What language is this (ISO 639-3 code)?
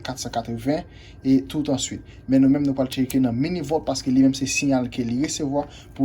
hat